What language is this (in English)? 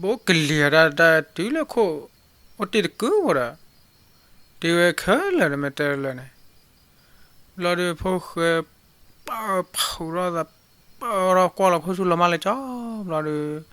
S'gaw Karen